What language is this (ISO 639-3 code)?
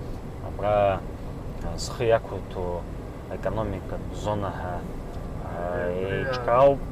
abk